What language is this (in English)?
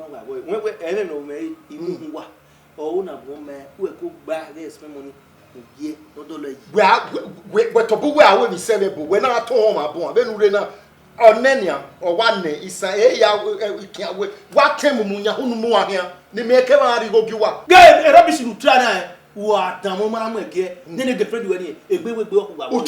Bini